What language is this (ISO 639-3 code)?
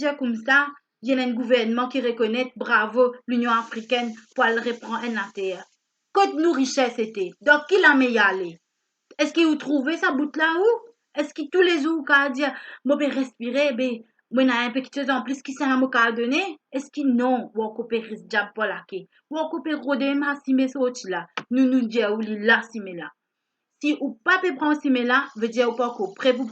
mfe